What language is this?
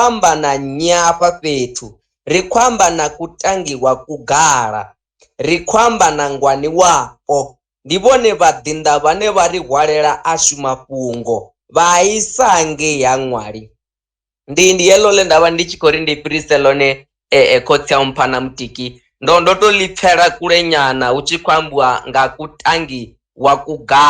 Venda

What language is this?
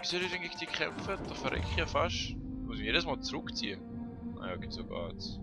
Swiss German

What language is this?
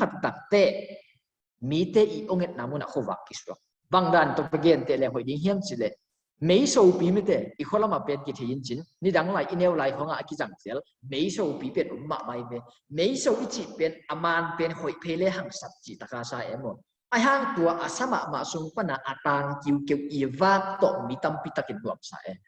Tedim Chin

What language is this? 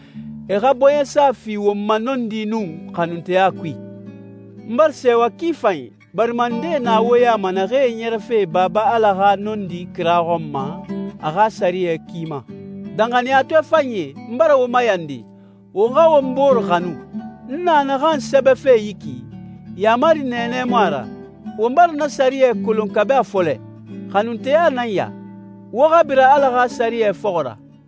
Susu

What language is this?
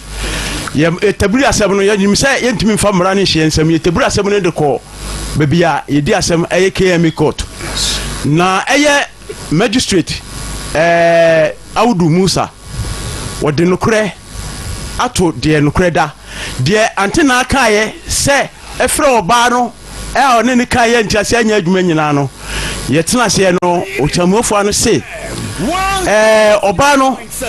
Akan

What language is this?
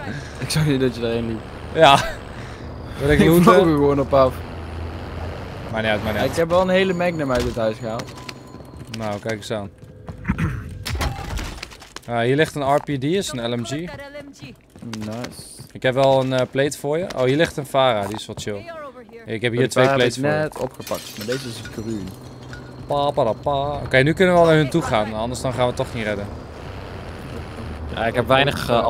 Dutch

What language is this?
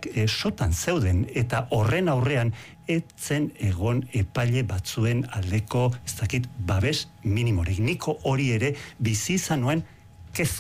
Basque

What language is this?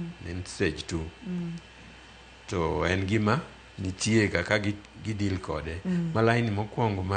Luo (Kenya and Tanzania)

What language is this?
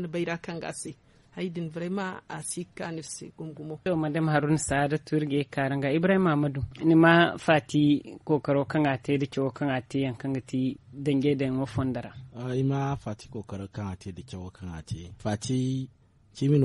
Zarma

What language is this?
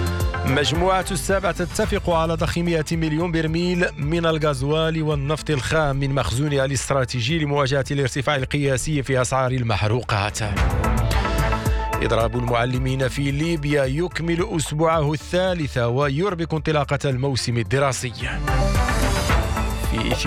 Arabic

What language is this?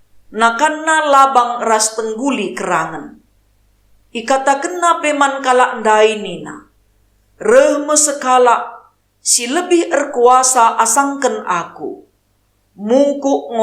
Batak Karo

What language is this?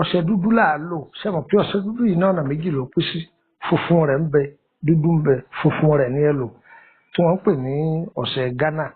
Yoruba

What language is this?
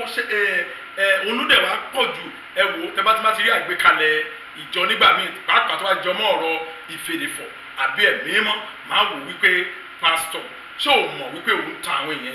Yoruba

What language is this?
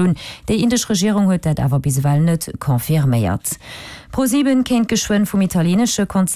Luxembourgish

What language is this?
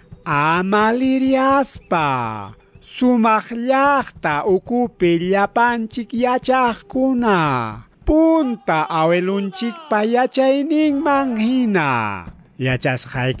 Ayacucho Quechua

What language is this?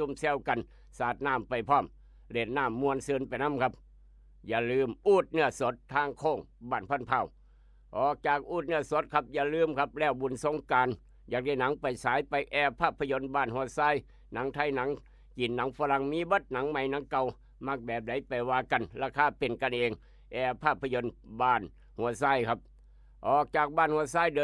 Northeastern Thai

